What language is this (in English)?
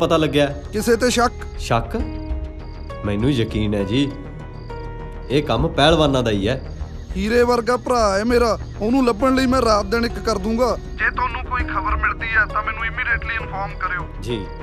Punjabi